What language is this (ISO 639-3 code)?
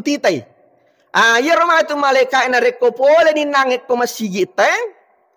bug